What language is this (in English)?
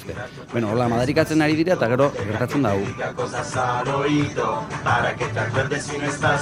Basque